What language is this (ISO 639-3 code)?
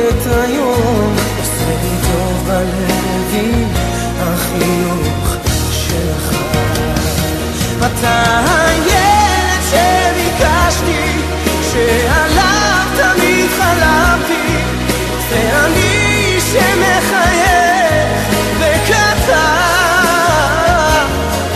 heb